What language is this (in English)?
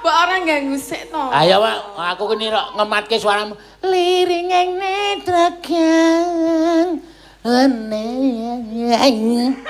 Javanese